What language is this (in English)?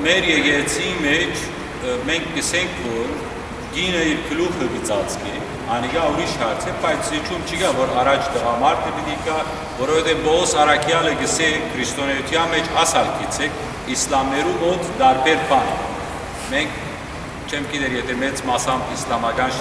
Western Armenian